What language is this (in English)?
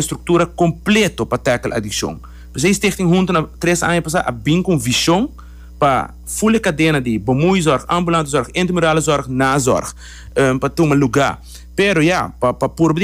Papiamento